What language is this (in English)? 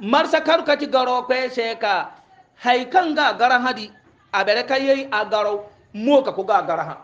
Hausa